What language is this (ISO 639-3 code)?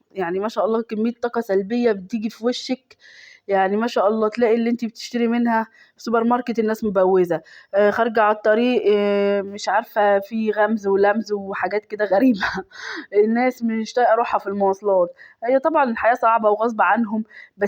arz